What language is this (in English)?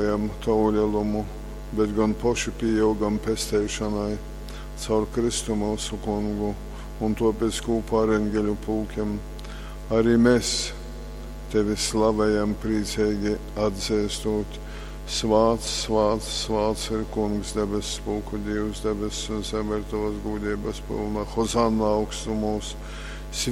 Latgalian